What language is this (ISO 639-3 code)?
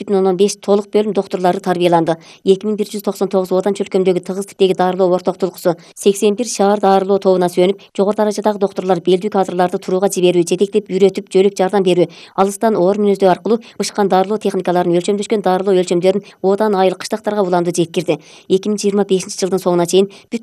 kir